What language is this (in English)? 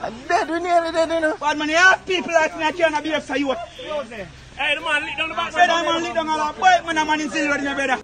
Jamaican Creole English